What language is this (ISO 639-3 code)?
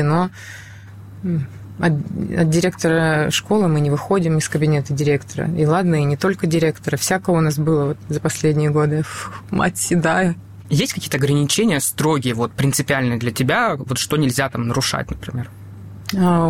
rus